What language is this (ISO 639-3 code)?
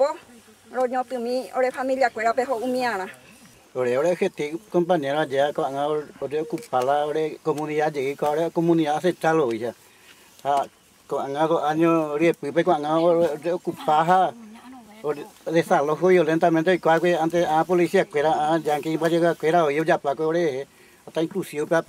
grn